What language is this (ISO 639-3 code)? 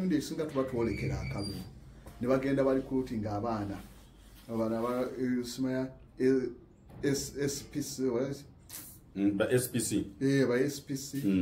lug